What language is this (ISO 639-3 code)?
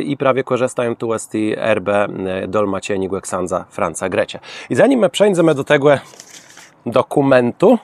csb